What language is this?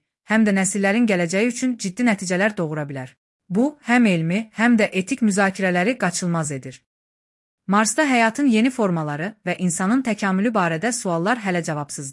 Azerbaijani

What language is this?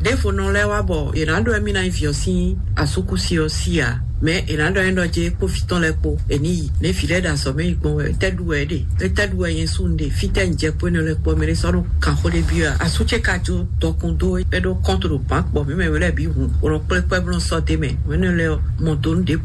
Fon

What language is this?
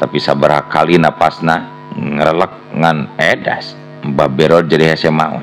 Sundanese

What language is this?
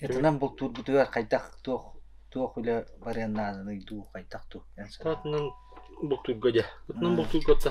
Yakut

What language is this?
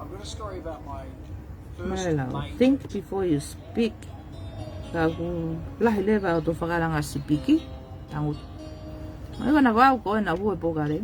Tongan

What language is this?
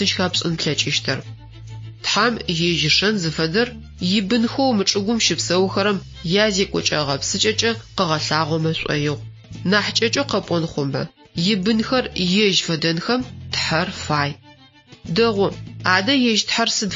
Adyghe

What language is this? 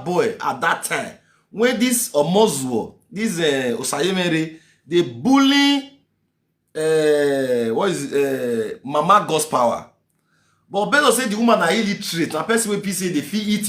Nigerian Pidgin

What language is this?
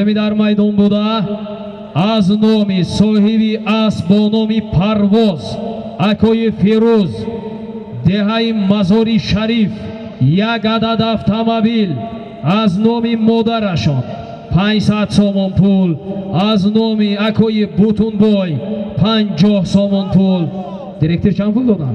Tajik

